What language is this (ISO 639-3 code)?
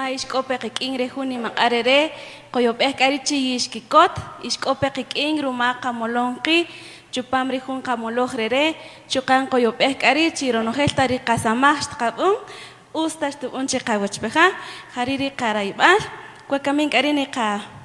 cak